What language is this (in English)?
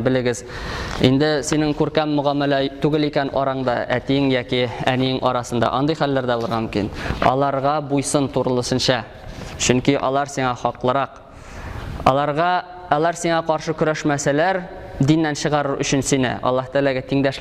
Tatar